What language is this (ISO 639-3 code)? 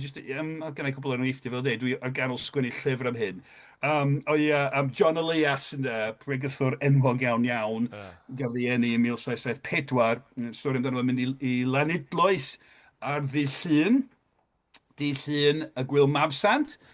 cym